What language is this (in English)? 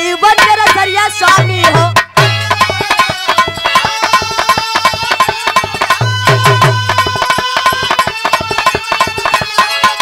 Bhojpuri